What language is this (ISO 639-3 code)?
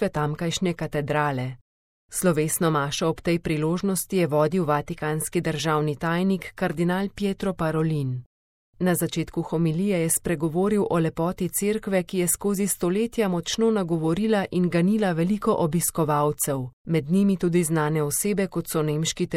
slv